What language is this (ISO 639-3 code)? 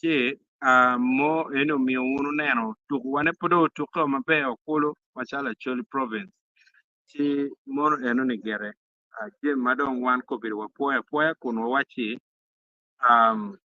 ach